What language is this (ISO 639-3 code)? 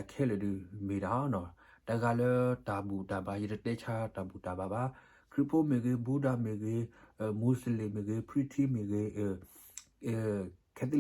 ksw